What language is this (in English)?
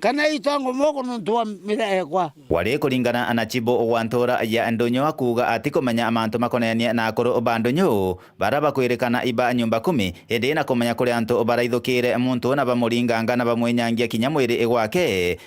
Meru